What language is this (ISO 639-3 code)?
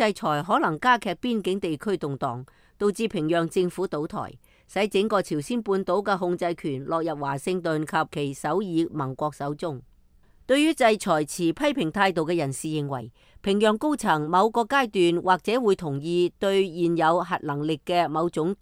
yue